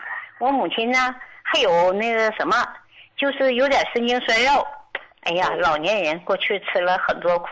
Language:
Chinese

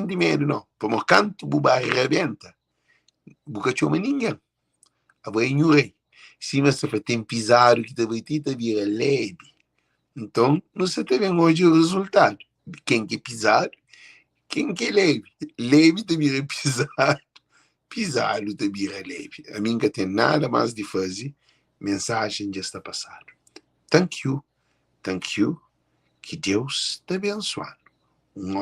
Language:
Kabuverdianu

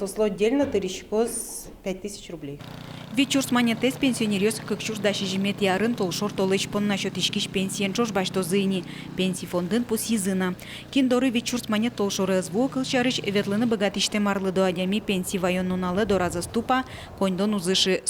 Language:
Udmurt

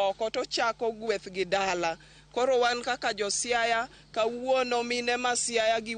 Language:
Luo (Kenya and Tanzania)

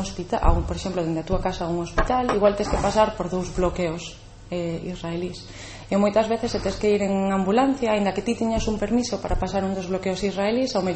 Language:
Galician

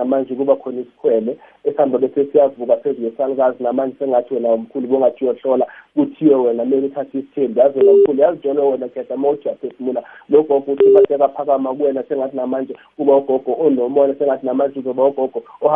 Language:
South Ndebele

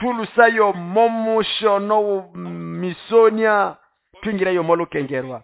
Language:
Nande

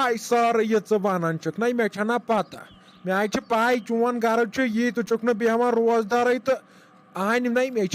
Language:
Kashmiri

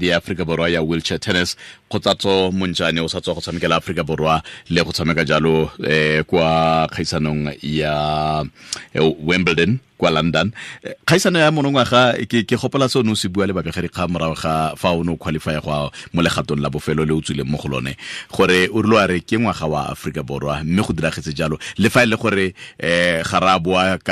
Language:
Tswana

